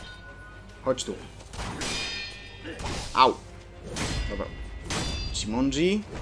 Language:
Polish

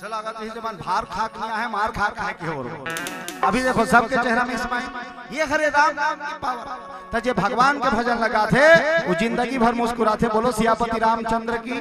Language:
Chhattisgarhi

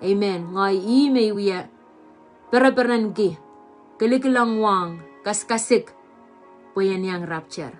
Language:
Pohnpeian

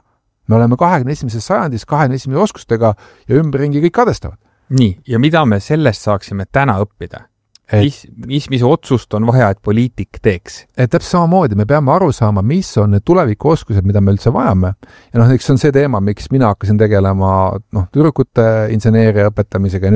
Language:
Estonian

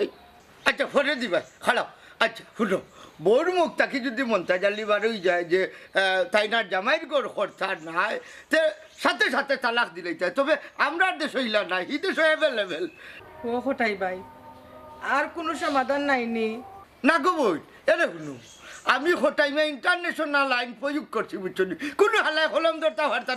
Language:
Sylheti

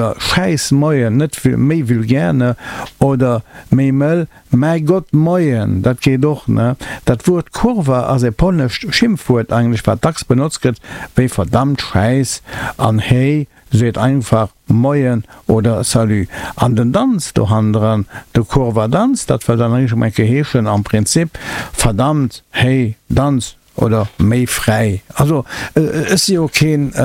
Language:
Luxembourgish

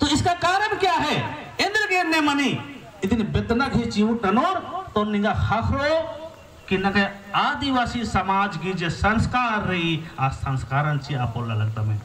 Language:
Kurukh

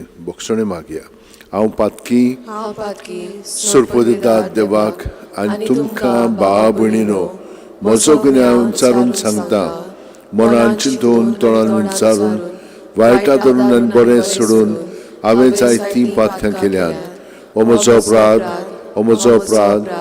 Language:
Konkani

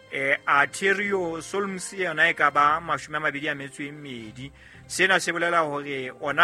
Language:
Southern Sotho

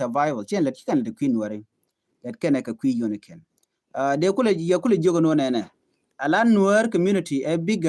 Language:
Nuer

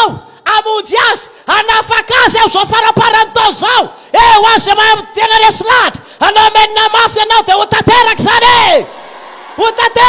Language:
Malagasy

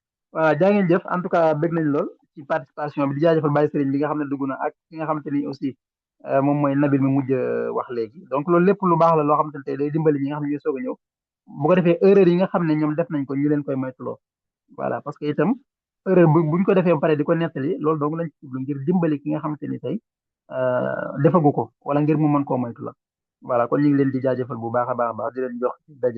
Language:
Wolof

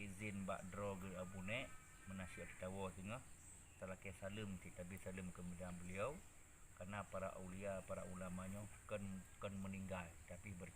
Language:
Achinese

